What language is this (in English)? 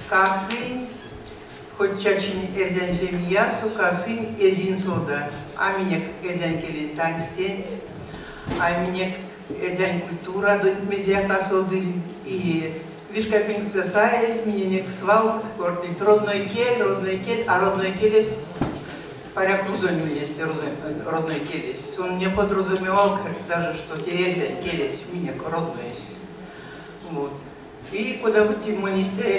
Erzya